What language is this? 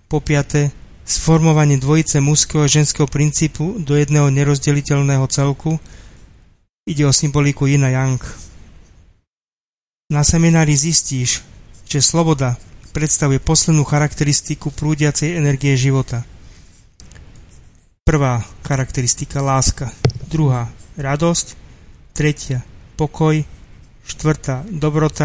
Slovak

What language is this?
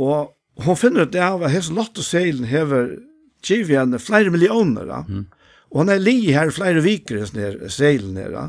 Faroese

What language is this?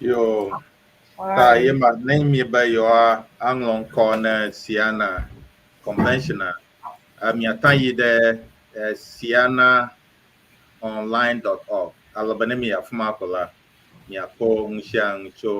Ewe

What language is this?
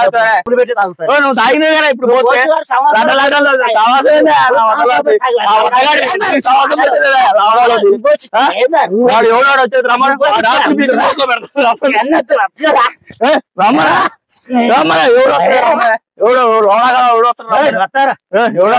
Telugu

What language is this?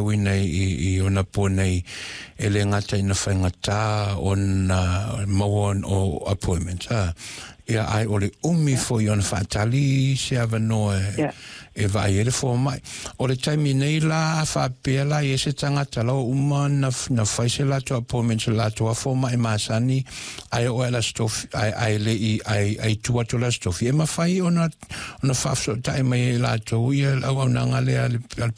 Samoan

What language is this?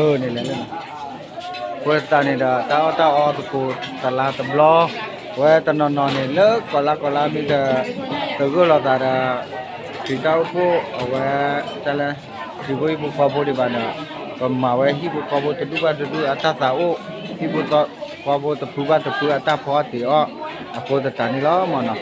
S'gaw Karen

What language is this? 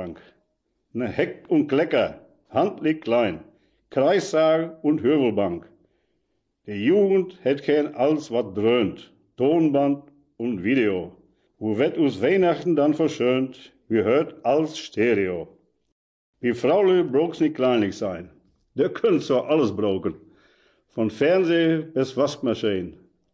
Westphalien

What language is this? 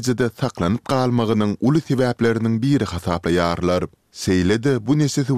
Turkmen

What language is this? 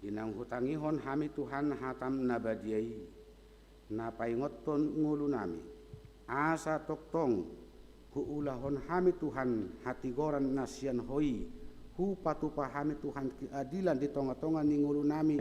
Batak Toba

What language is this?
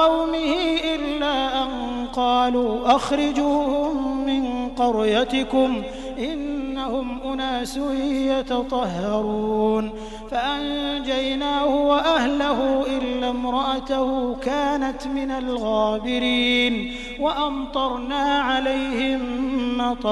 Arabic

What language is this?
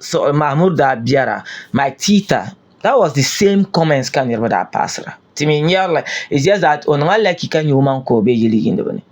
Dagbani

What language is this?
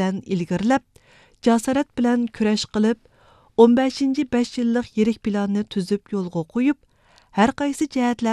Uyghur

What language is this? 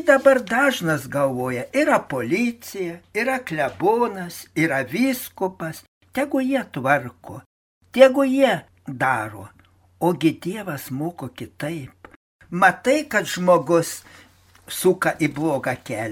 Lithuanian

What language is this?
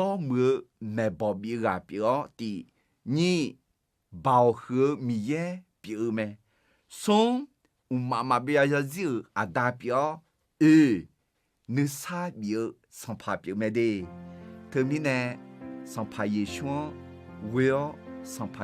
Akha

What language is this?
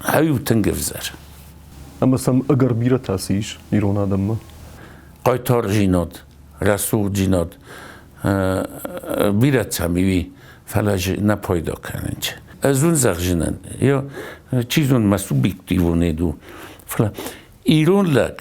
Ossetic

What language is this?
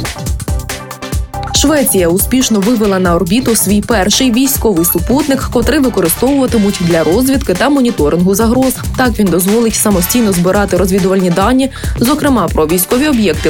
Ukrainian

